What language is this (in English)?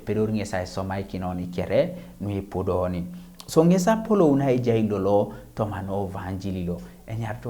Teso